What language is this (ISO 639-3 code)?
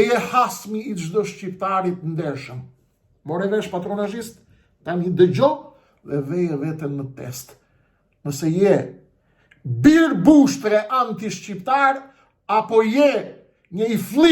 sqi